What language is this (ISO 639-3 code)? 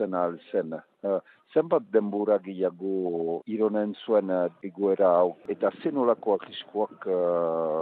eus